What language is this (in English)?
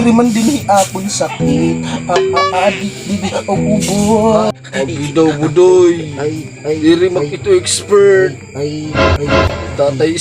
Waray